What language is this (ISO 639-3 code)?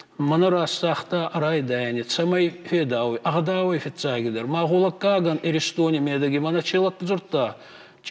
oss